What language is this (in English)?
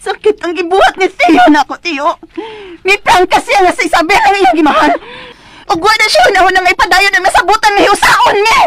Cebuano